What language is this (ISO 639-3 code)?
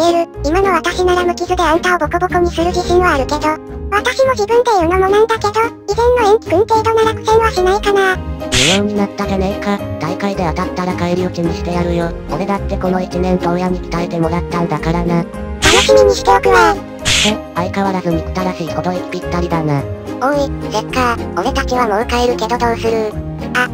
jpn